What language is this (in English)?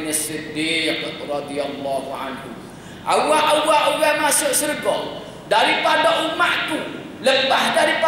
Malay